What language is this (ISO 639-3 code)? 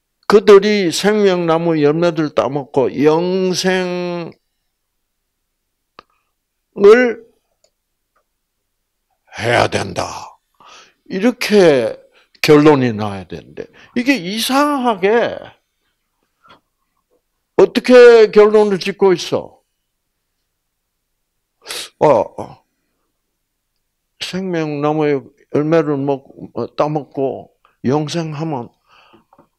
kor